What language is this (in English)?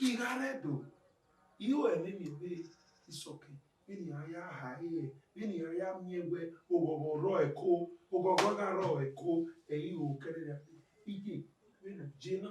Bini